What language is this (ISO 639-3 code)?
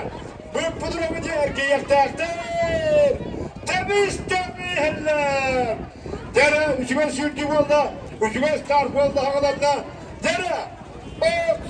sah